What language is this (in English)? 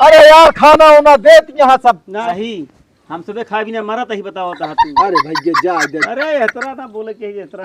Awadhi